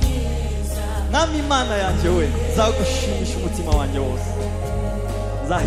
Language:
Kinyarwanda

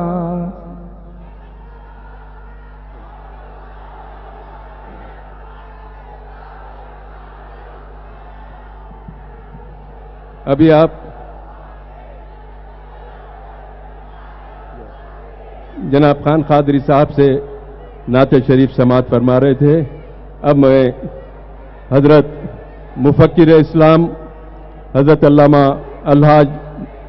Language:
Urdu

